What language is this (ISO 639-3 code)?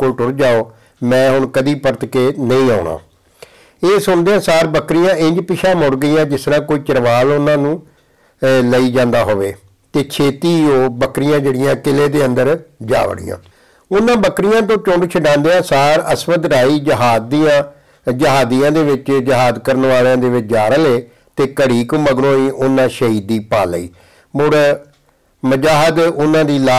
pan